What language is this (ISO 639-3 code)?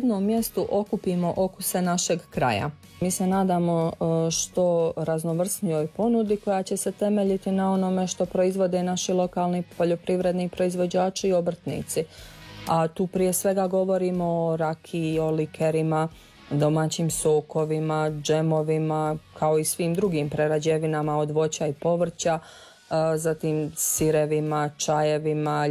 hrv